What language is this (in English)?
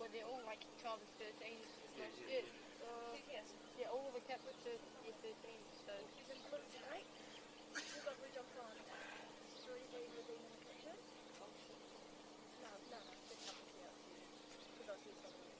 Māori